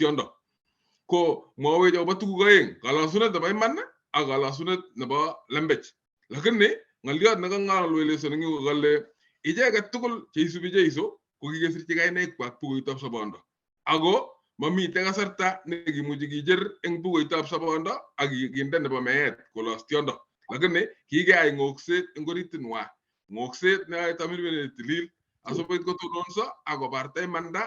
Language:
Kalenjin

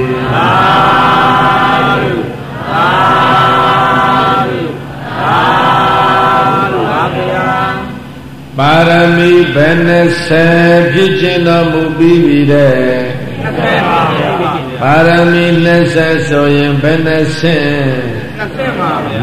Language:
Burmese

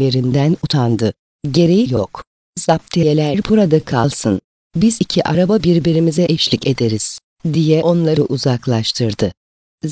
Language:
Turkish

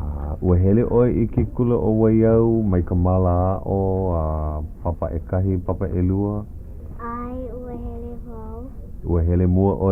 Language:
Hawaiian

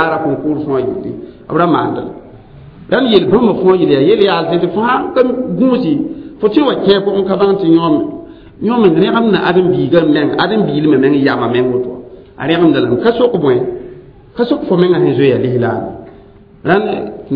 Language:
Mossi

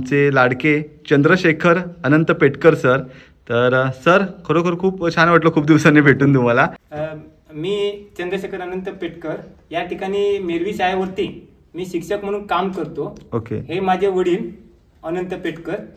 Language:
Marathi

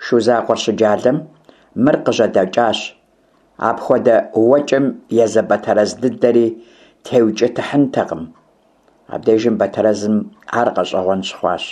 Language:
Kabardian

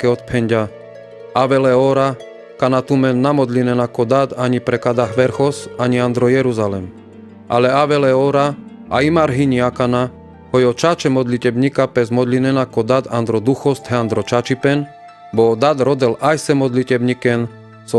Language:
Carpathian Romani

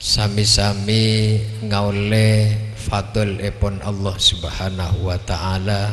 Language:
Madurese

